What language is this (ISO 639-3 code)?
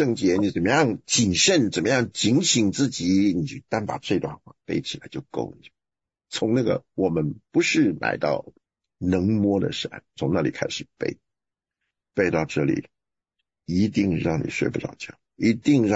zho